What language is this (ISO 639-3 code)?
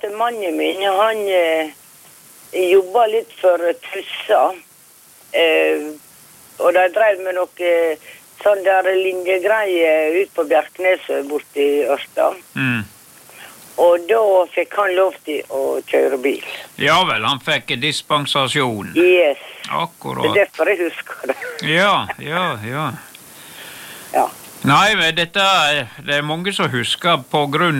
nor